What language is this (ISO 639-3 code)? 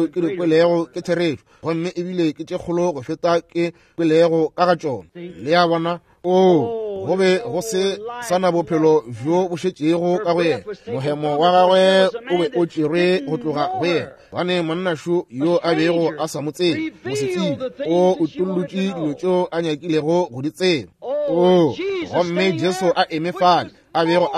nso